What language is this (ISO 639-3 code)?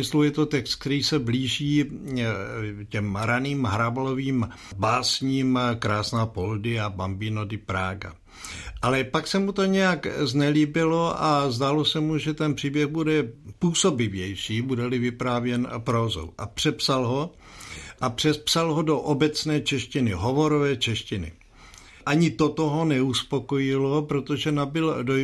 ces